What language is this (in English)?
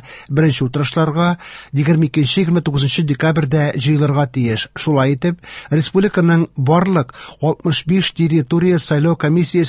Tatar